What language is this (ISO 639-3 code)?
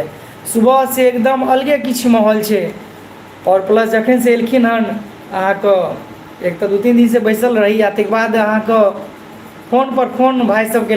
mai